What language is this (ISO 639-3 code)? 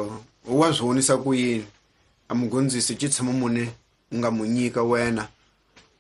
tso